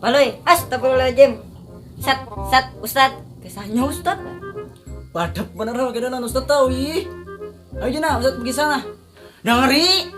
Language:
Banjar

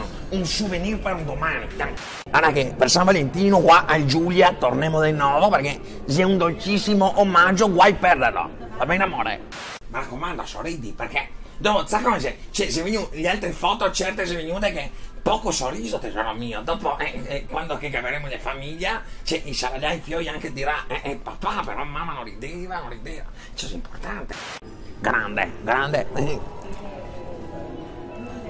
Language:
Italian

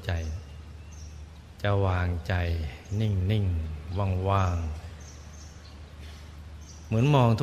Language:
Thai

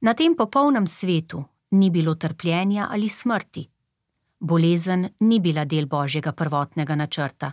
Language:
Slovenian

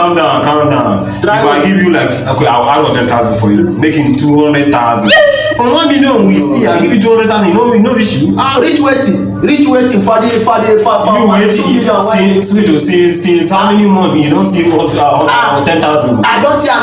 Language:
Nigerian Pidgin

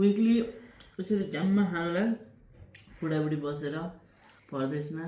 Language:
Nepali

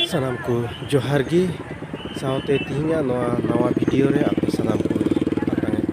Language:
Santali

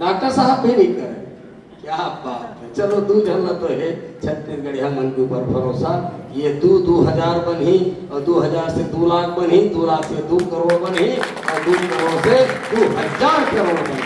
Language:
Chhattisgarhi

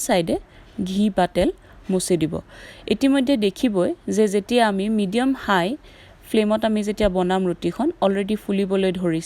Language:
Assamese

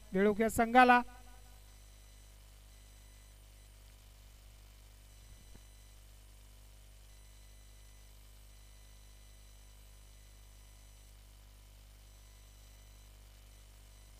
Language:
Marathi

